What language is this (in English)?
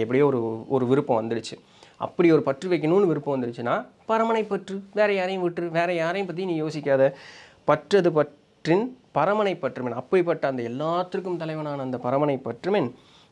Tamil